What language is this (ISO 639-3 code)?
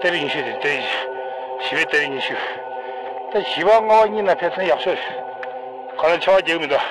bod